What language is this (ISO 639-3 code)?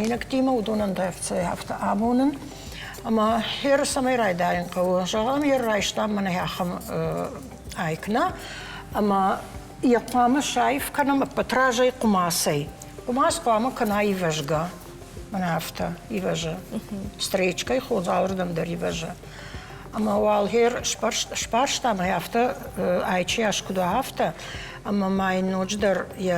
oss